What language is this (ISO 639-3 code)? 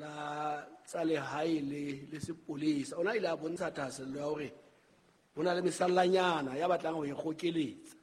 sot